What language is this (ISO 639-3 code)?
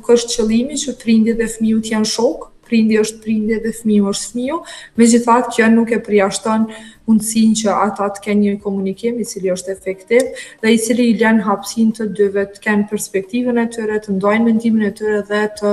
sqi